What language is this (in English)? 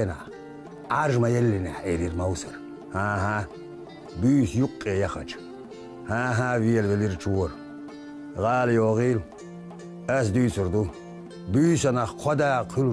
Chechen